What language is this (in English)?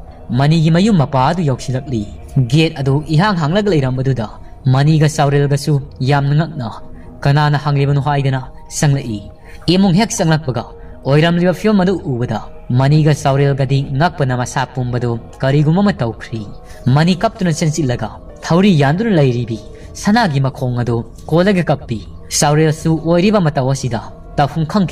Manipuri